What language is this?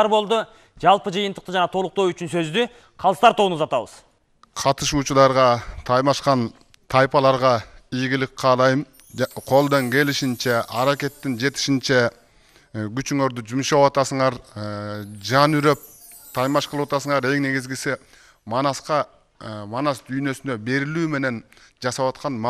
Kyrgyz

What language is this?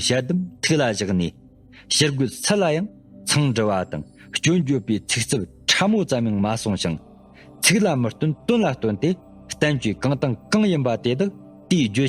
Tibetan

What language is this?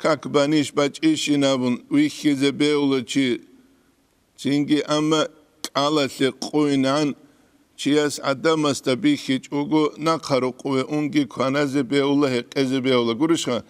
Avaric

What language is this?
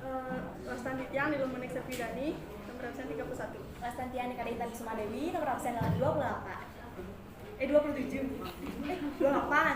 Balinese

